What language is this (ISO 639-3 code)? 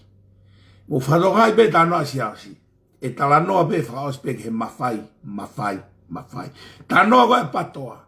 ton